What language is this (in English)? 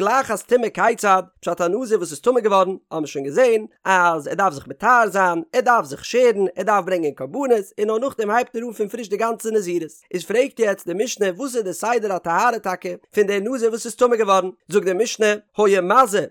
Yiddish